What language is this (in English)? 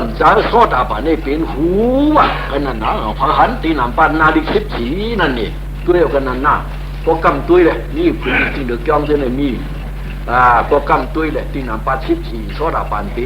Shan